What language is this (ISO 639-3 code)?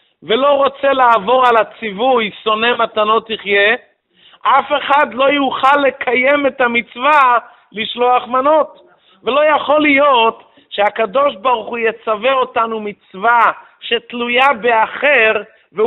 heb